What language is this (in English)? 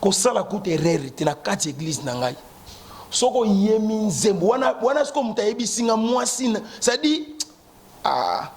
Lingala